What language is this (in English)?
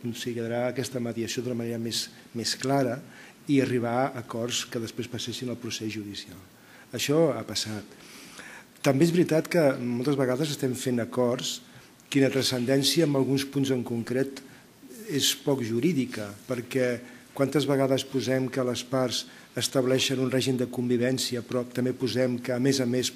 Catalan